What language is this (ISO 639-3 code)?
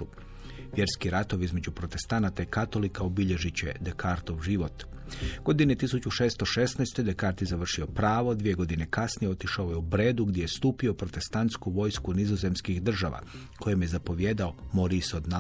hrv